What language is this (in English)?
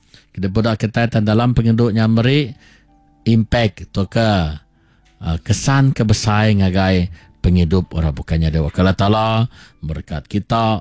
Iban